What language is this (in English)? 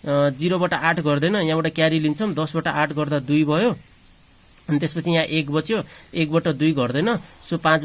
Nepali